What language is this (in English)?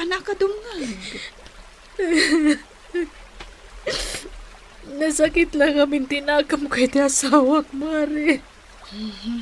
Iloko